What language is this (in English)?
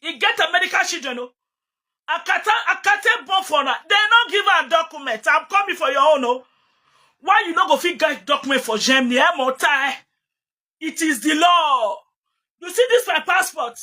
Nigerian Pidgin